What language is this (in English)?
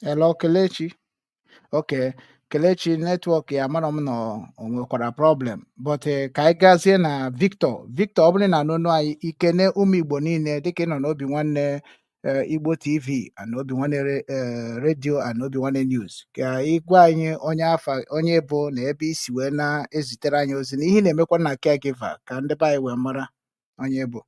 Igbo